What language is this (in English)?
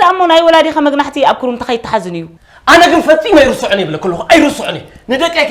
Tigrinya